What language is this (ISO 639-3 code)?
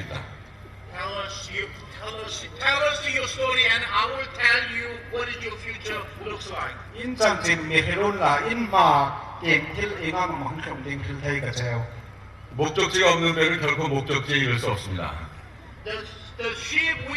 hmr